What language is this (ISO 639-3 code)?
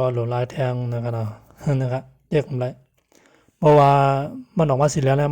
shn